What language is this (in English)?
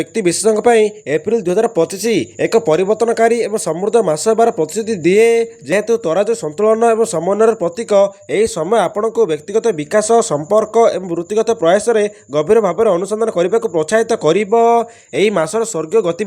Odia